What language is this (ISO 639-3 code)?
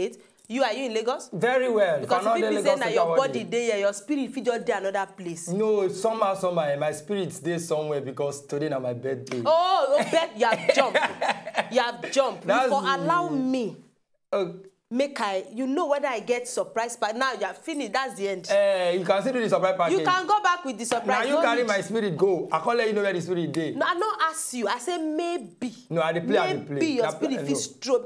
pcm